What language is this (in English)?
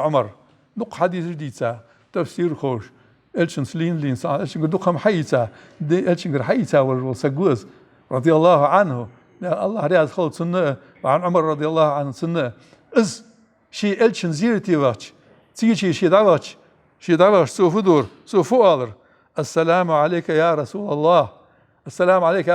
Ingush